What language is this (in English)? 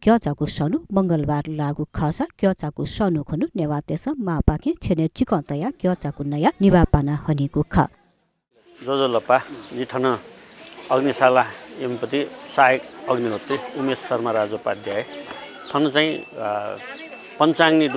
Newari